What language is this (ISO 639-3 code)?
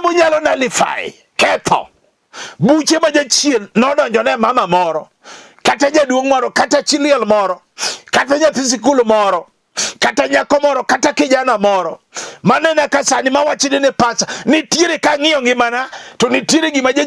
luo